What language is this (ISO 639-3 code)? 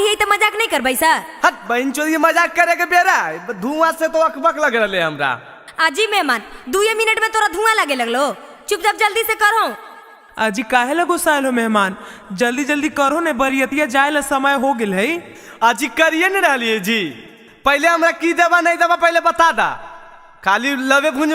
mag